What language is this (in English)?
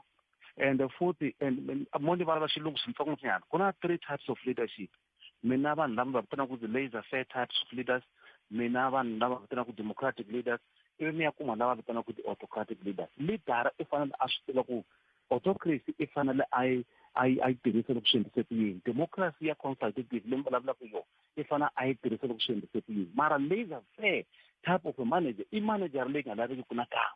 Tsonga